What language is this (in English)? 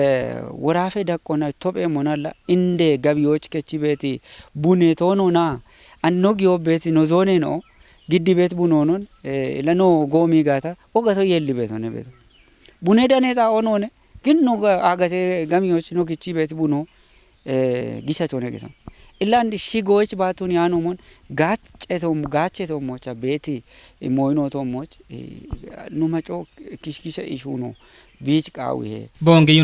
Kafa